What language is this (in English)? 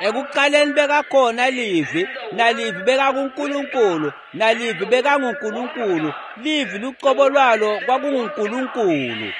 Swati